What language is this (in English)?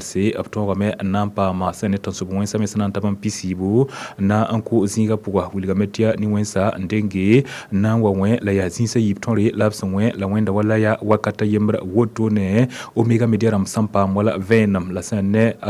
Mossi